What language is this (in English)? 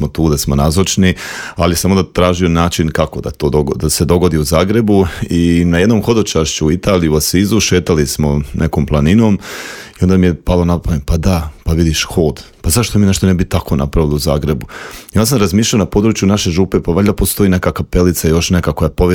Croatian